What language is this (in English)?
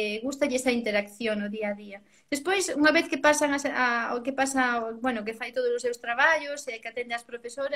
Galician